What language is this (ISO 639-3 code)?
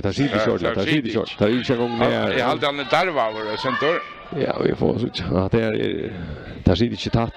fao